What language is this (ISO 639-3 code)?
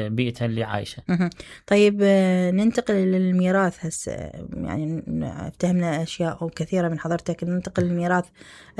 acm